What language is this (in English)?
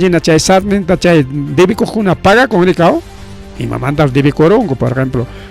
Ayacucho Quechua